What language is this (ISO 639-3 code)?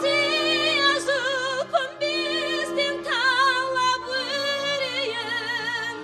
kaa